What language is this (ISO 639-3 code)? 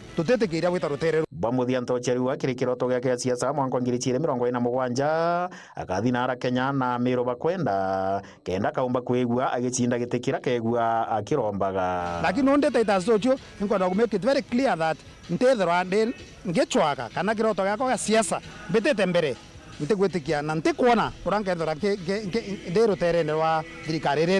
mer